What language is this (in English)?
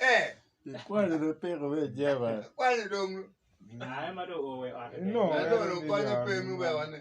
Acoli